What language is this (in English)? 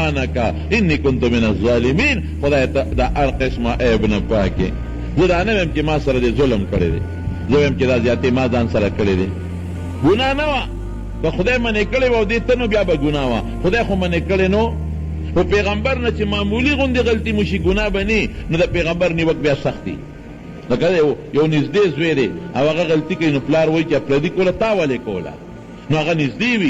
Pashto